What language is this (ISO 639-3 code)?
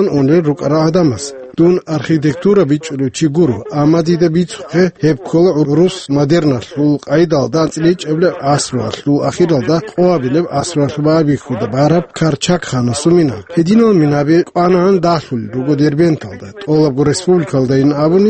ava